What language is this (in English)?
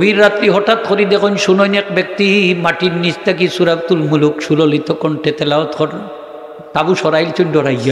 Sylheti